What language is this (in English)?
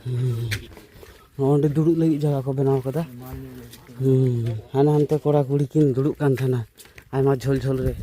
Santali